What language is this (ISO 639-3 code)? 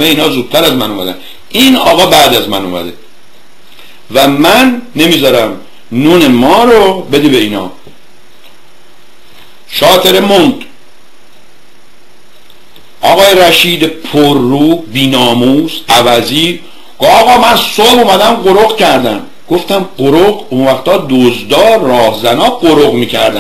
fas